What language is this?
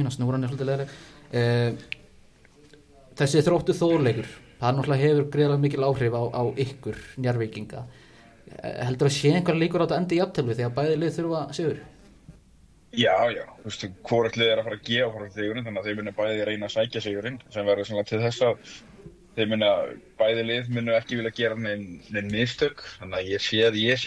Icelandic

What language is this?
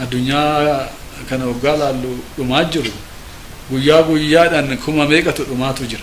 Oromo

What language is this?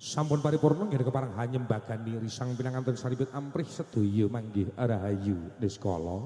Javanese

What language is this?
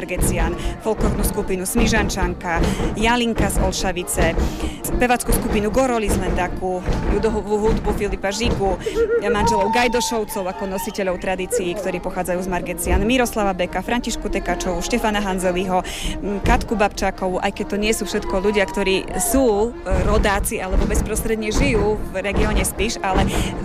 Slovak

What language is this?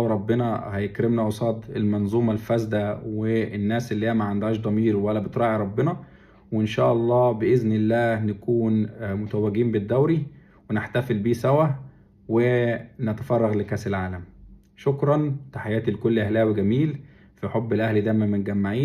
Egyptian Arabic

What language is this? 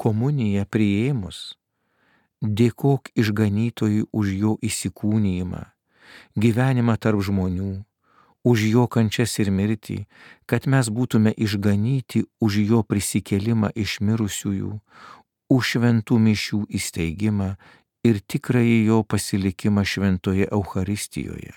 Lithuanian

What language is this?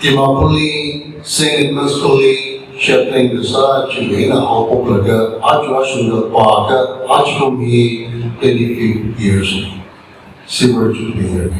Tangkhul Naga (India)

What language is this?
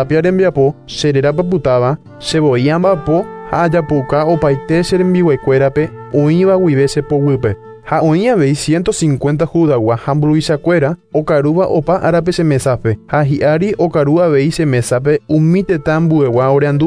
Guarani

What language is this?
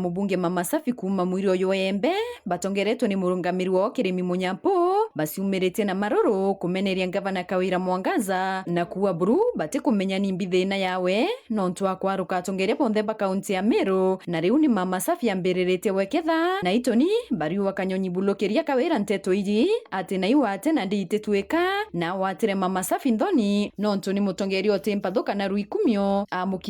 Meru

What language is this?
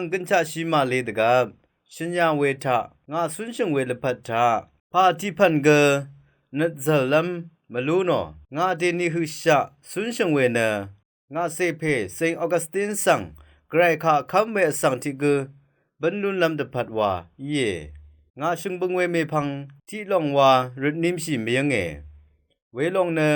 Rawang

